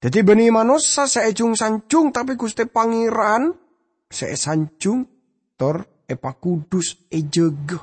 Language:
Madurese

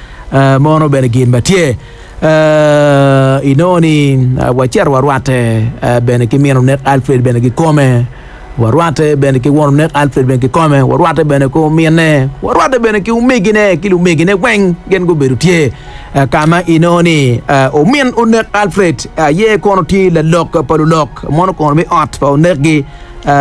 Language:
Acoli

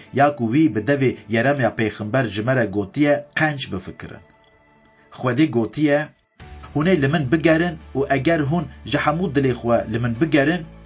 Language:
Kurdish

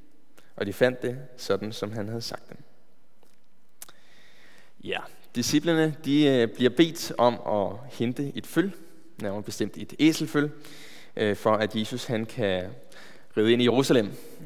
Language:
Danish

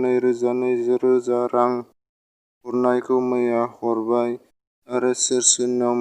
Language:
Bodo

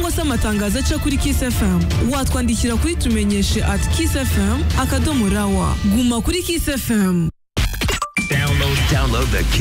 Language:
Kinyarwanda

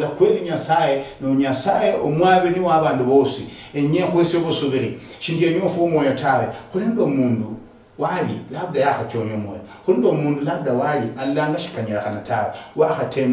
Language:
Luyia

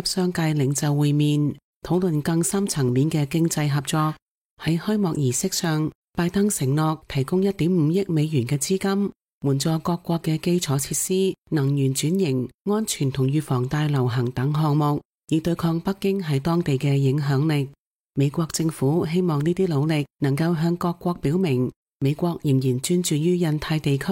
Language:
Cantonese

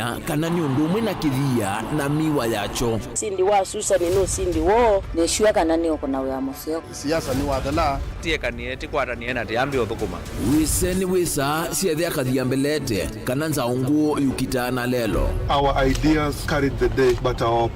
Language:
Kamba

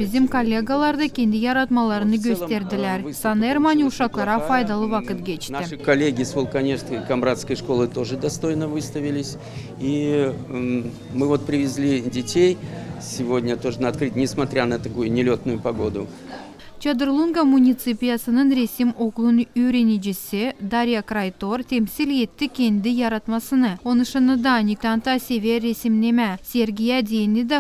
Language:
Gagauz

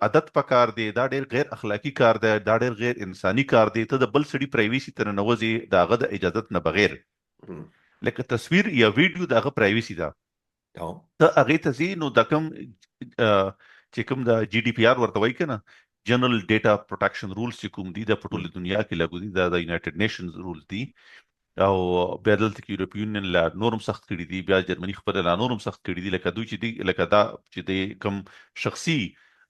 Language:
Pashto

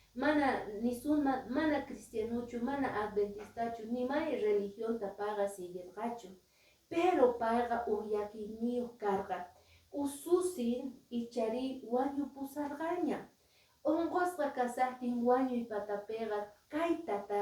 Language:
Quechua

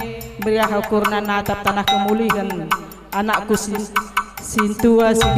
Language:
Batak Karo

